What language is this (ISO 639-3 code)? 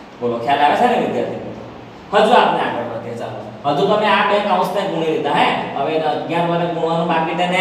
guj